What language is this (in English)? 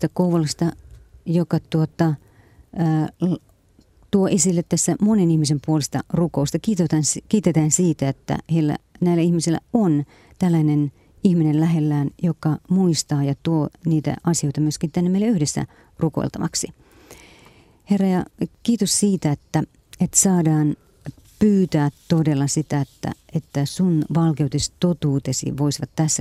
Finnish